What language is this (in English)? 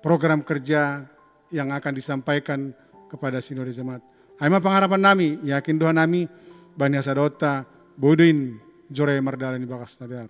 Batak Simalungun